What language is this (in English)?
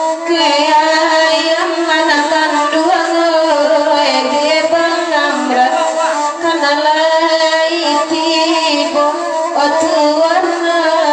Minangkabau